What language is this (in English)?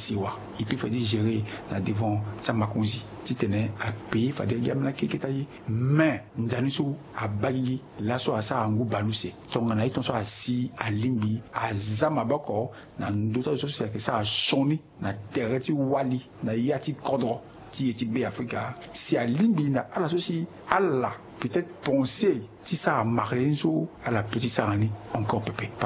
Sango